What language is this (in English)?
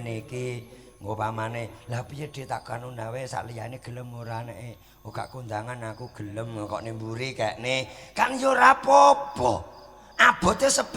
Javanese